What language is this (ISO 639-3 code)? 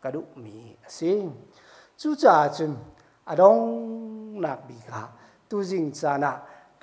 cnh